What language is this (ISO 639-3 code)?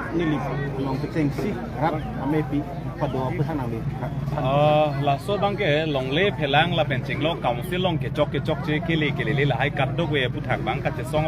mjw